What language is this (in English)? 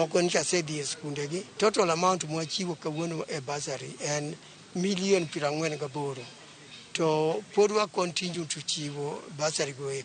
Luo (Kenya and Tanzania)